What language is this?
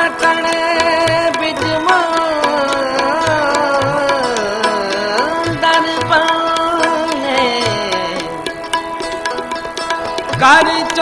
Punjabi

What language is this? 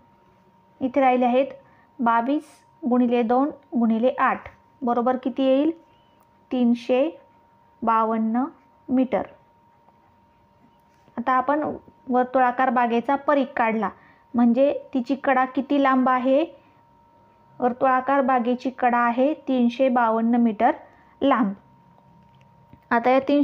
Marathi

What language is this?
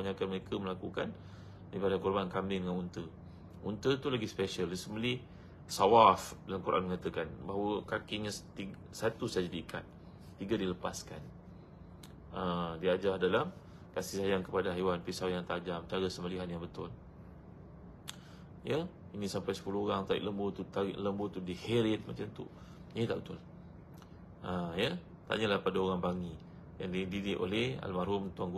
Malay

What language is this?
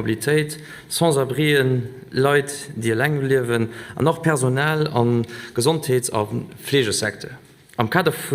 Luxembourgish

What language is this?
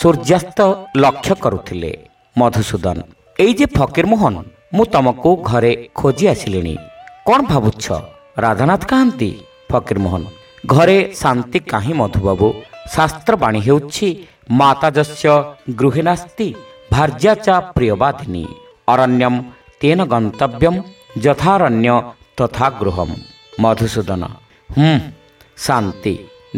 Odia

